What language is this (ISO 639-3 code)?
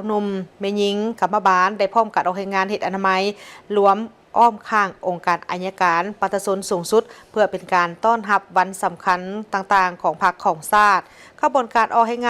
lao